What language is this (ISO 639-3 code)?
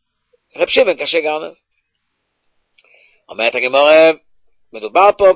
heb